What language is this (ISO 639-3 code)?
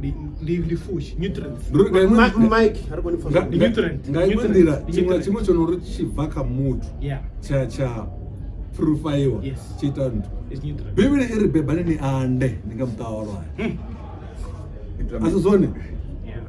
ven